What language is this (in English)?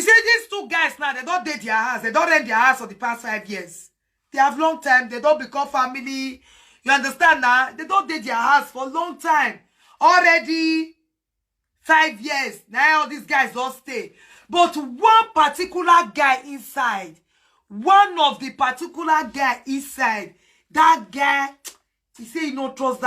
Nigerian Pidgin